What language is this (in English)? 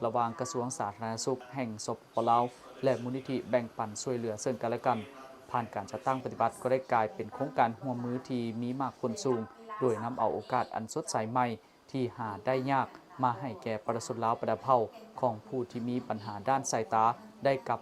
Lao